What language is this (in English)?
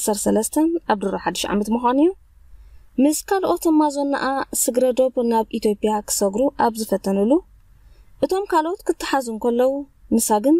Tigrinya